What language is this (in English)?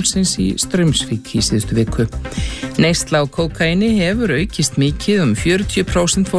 Icelandic